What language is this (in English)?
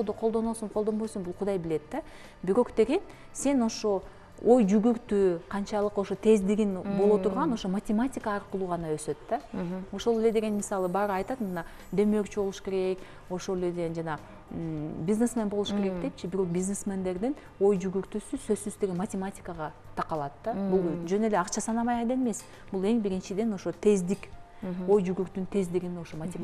Kyrgyz